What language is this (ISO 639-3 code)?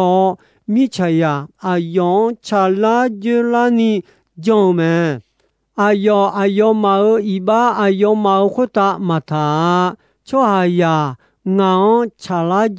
ahk